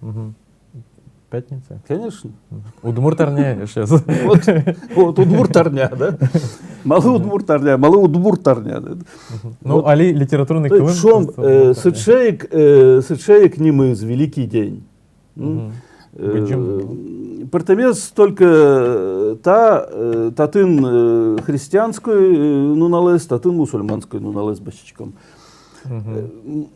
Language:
Udmurt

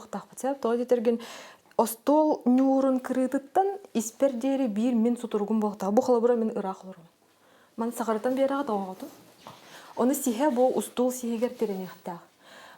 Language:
Yakut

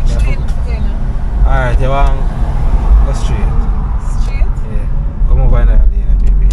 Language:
Jamaican Creole English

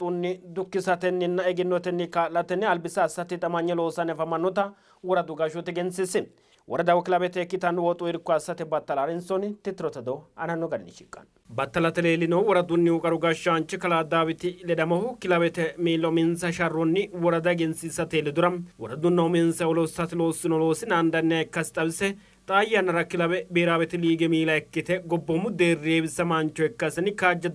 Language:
Sidamo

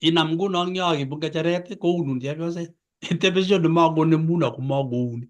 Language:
Kalenjin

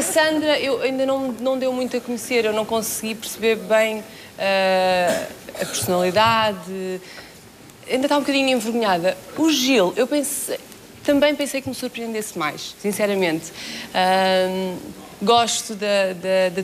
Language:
Portuguese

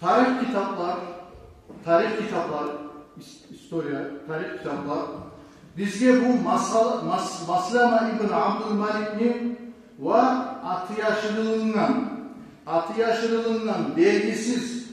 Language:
Kumyk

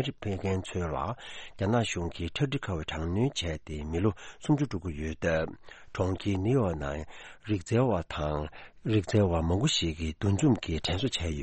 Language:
Tibetan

